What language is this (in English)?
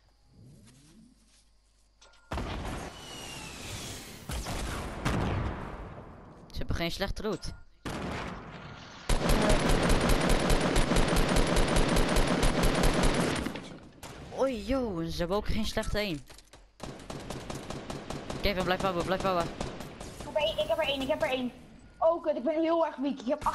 Dutch